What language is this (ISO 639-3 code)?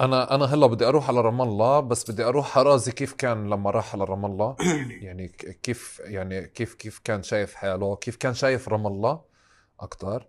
apc